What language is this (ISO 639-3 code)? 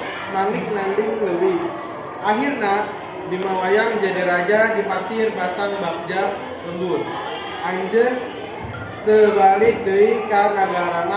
sun